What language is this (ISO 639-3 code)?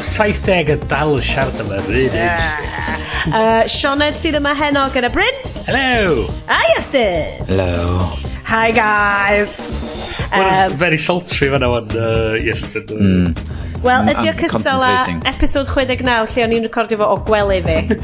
cym